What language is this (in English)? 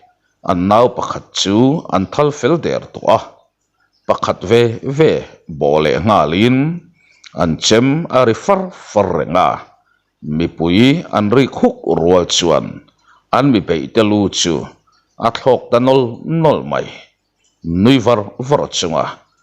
Mizo